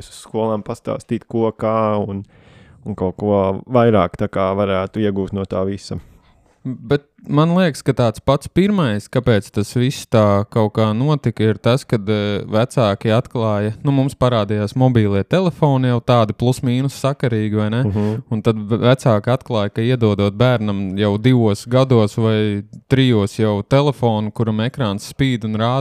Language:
Latvian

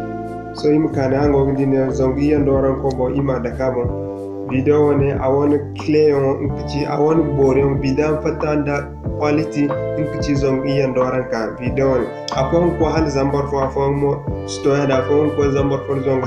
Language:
Zarma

